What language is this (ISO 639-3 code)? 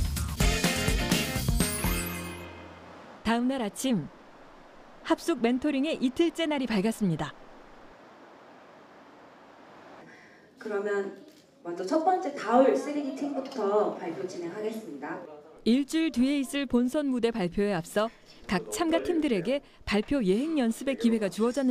kor